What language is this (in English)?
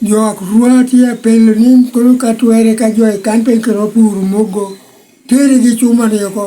Lango (Uganda)